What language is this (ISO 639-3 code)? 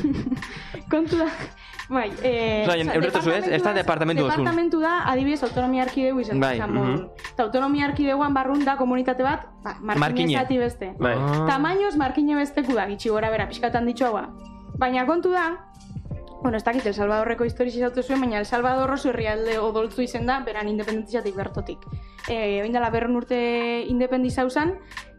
eus